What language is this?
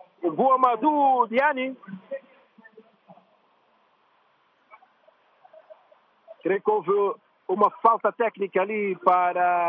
Portuguese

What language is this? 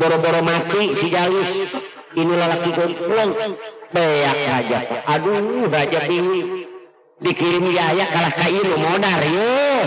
Sundanese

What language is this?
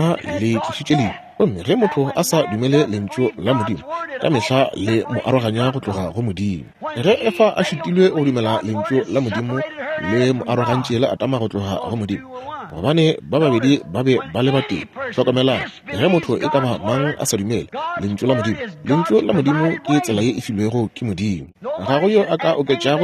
Northern Sotho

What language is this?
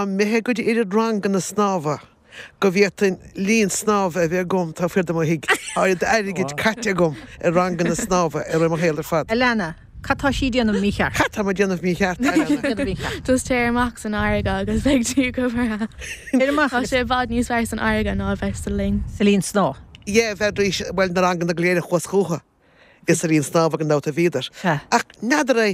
Irish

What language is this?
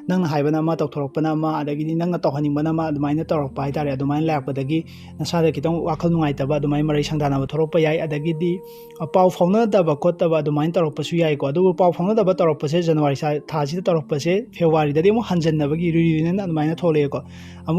Manipuri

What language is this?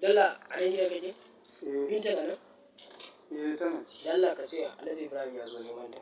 Hausa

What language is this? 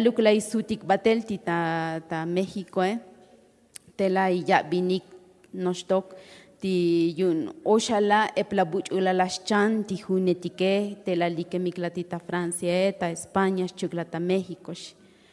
Tzotzil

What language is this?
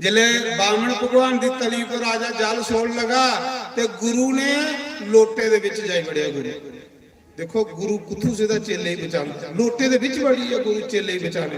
Dogri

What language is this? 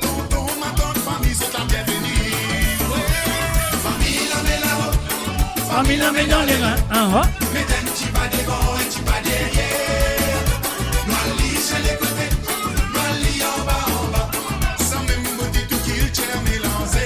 Morisyen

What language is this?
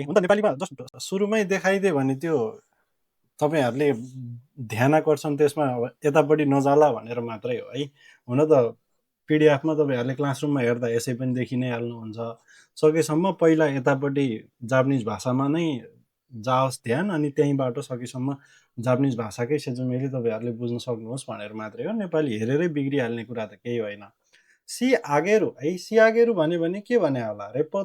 Nepali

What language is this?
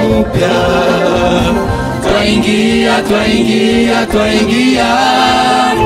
Kinyarwanda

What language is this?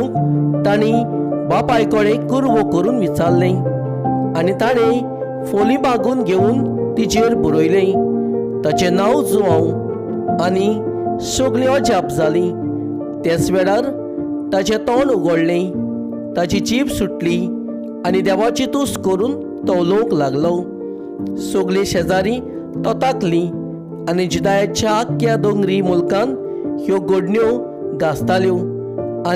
Konkani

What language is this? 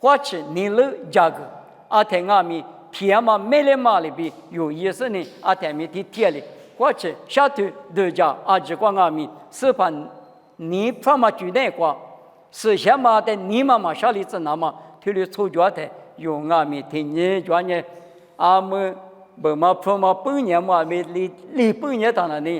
Lisu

